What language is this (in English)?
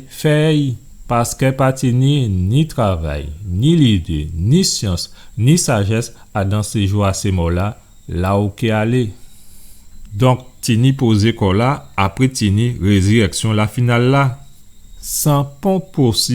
Guadeloupean Creole French